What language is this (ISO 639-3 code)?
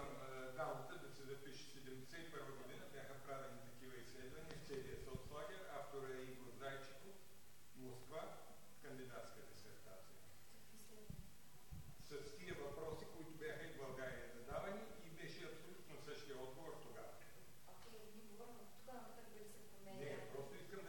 bul